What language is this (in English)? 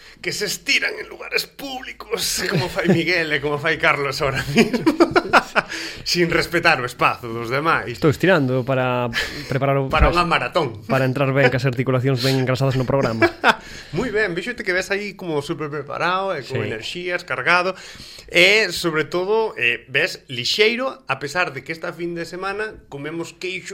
Galician